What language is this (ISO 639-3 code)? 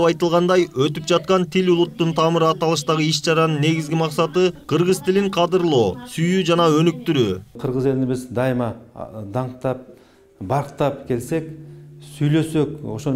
kir